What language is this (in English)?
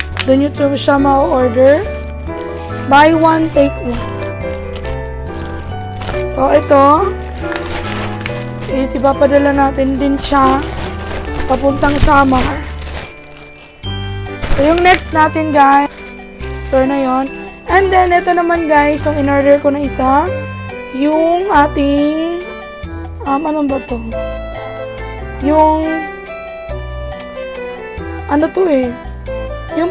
Filipino